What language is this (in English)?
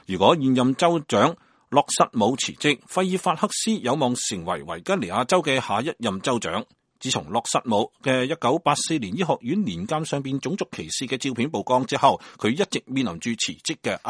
Cantonese